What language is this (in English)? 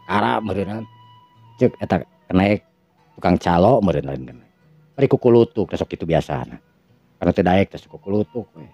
Sundanese